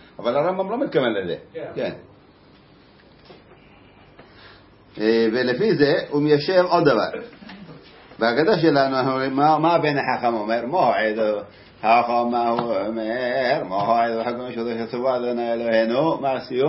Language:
Hebrew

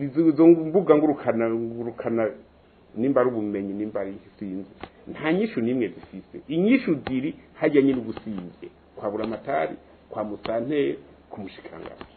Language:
Rundi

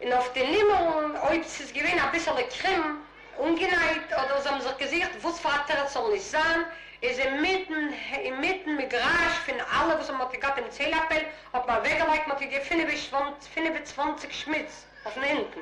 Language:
Yiddish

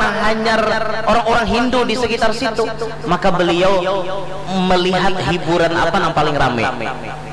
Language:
Banjar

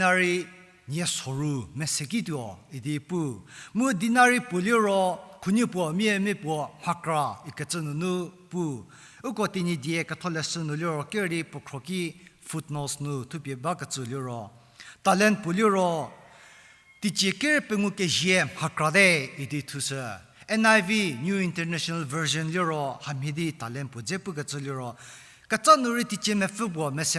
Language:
Angami Naga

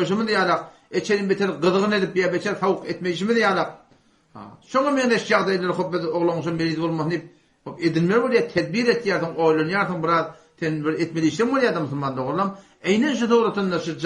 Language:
Turkmen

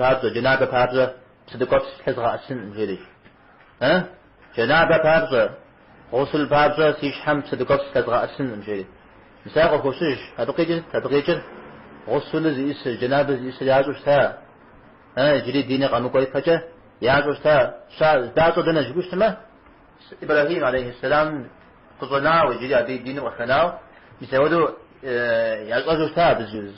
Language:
Kabardian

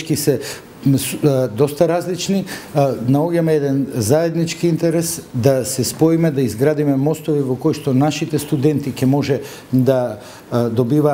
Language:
Macedonian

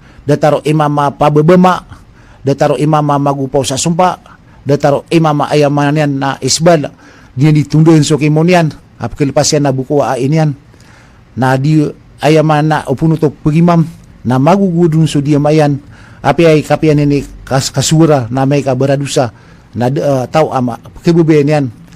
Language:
Maranao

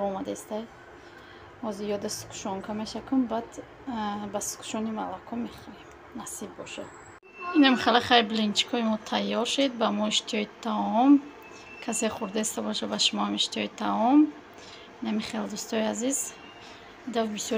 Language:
Tajik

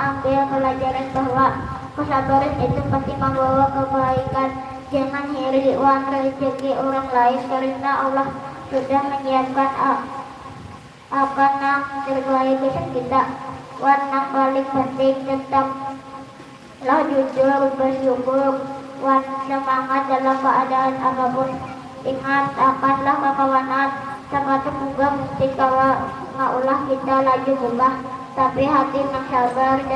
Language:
Banjar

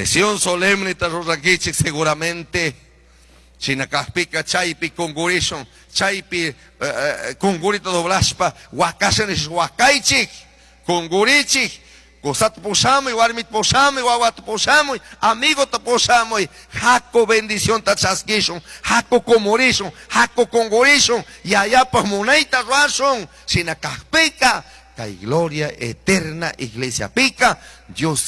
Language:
Chimborazo Highland Quichua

